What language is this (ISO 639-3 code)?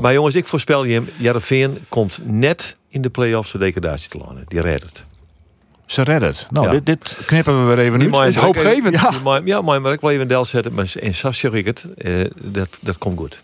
fry